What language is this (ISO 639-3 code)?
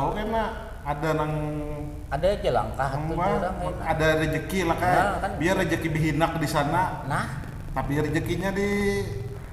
bjn